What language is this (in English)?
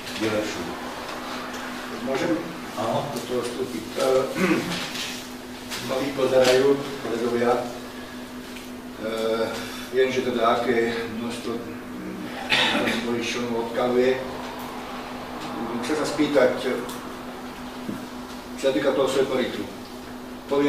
Slovak